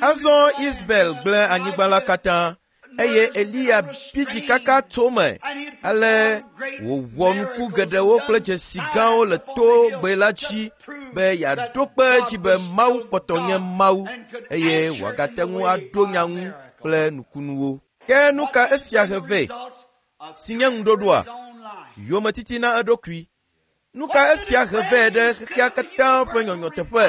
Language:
Ewe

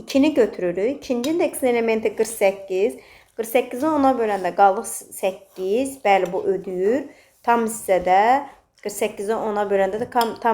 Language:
Azerbaijani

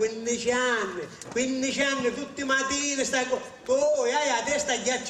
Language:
Sicilian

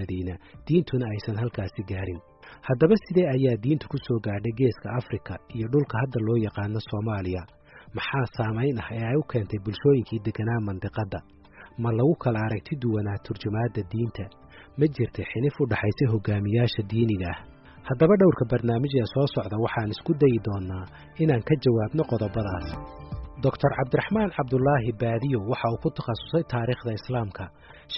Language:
Somali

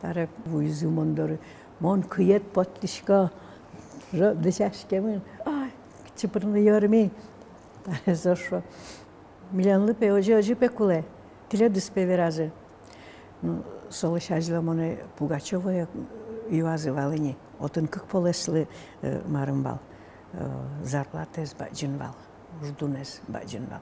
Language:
Udmurt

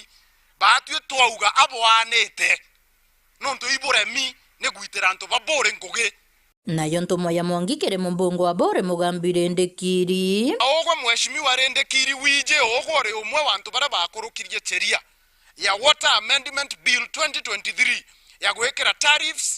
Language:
Meru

